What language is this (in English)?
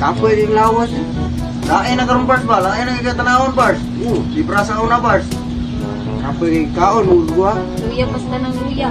Cebuano